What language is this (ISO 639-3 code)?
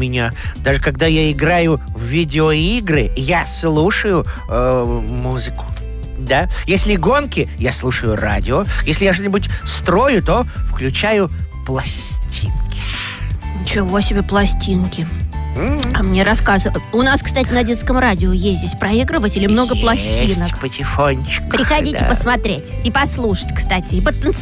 rus